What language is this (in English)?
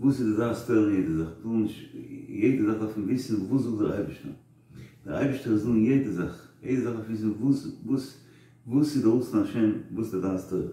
Yiddish